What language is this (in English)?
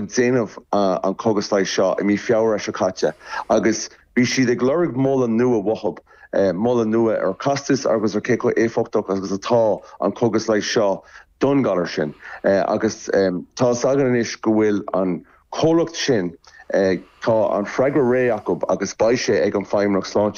Irish